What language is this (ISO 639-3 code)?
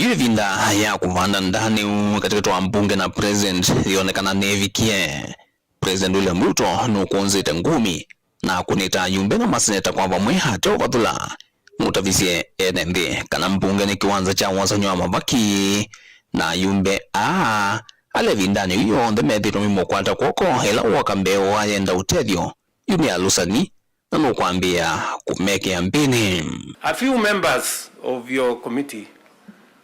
kam